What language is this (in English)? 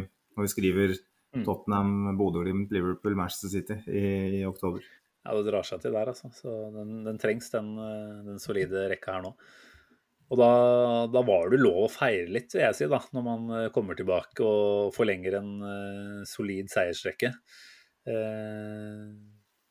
Norwegian